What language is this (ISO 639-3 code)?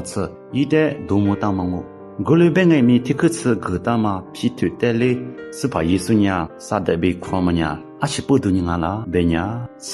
lis